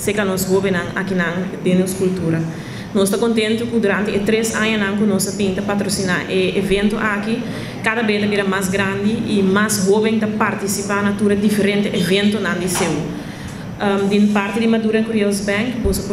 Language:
Papiamento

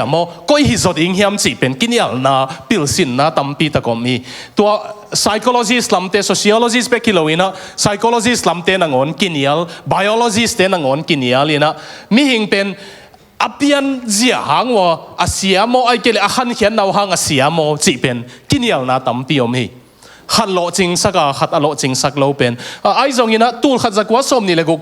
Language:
Tedim Chin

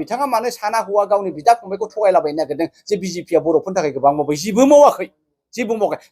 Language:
Bodo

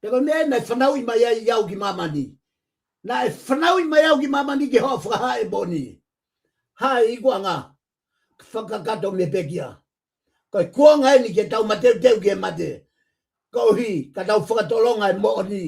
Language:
Tongan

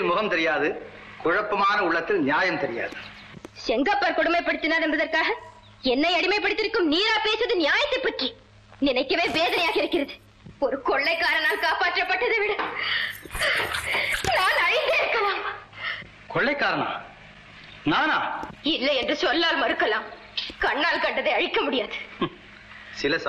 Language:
Tamil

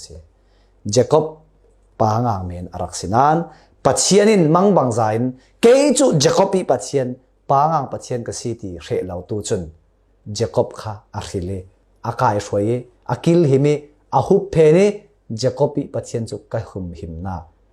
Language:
Falam Chin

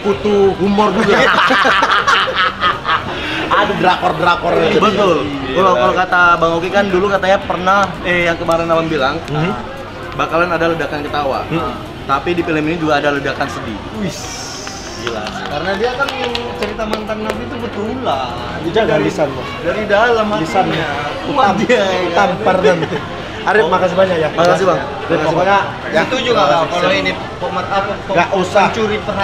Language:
Indonesian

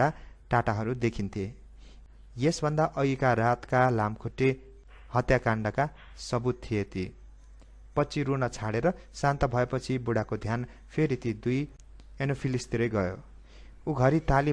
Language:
Nepali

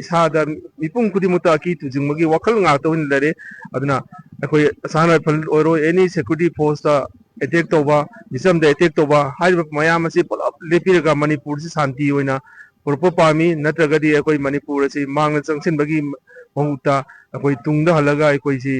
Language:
Manipuri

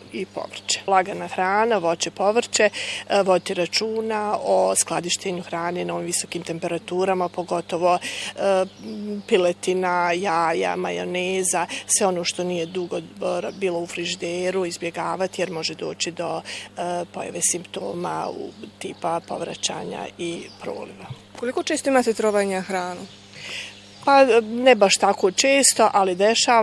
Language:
Bosnian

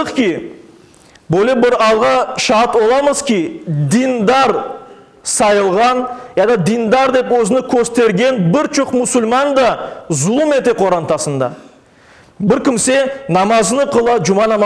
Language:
Crimean Tatar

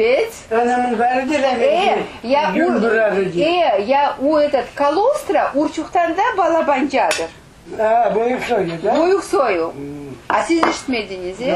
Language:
Crimean Tatar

